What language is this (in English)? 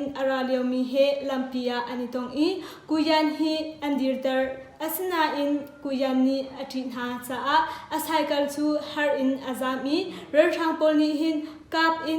Hakha Chin